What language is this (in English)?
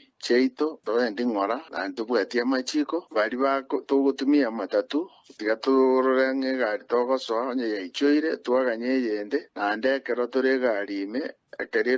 Gusii